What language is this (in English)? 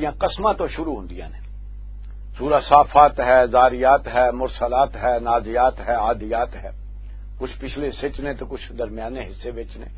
Western Panjabi